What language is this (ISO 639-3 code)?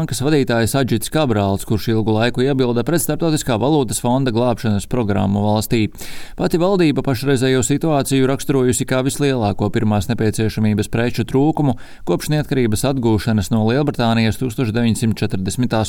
lav